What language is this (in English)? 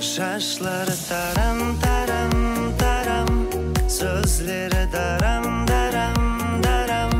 Kara-Kalpak